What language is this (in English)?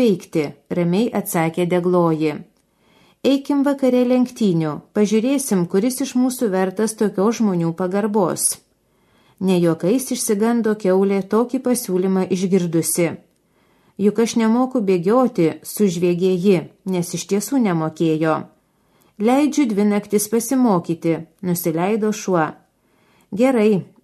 Lithuanian